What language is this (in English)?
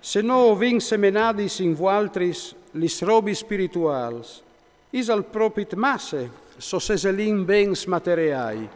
Friulian